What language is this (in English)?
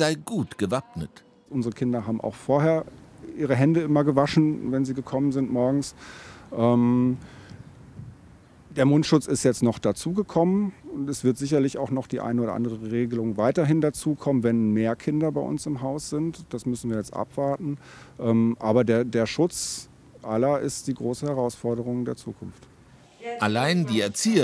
German